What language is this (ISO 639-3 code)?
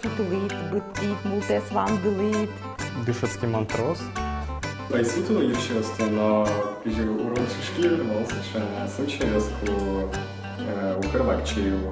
udm